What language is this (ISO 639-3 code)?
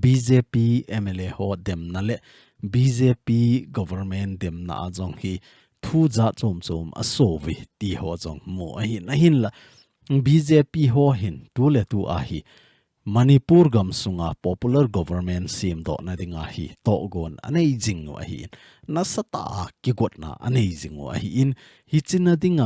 tcz